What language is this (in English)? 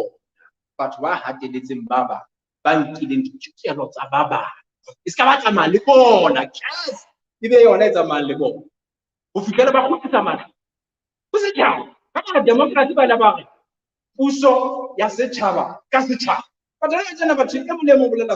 Southern Sotho